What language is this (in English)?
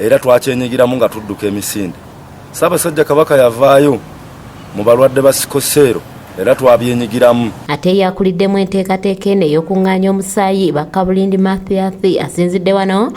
Ganda